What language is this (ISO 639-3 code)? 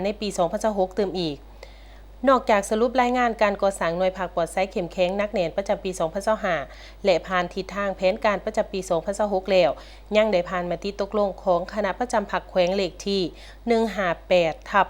lao